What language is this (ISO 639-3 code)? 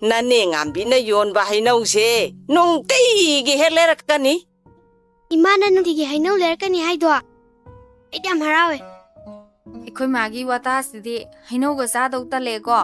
mni